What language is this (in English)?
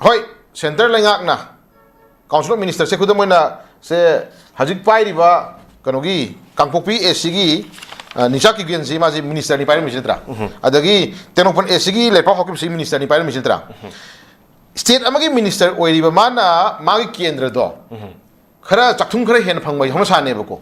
Manipuri